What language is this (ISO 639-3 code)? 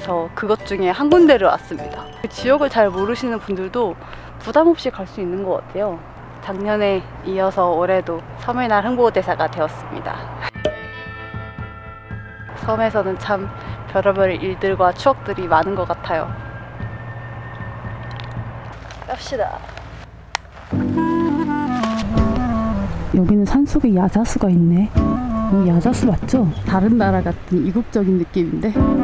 kor